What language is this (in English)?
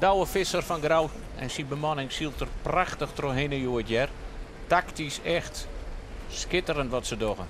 Western Frisian